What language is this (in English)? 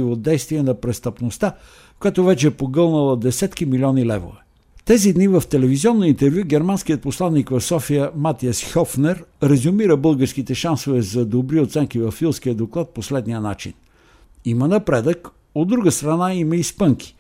Bulgarian